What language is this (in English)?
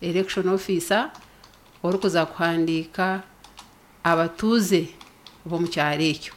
Nyankole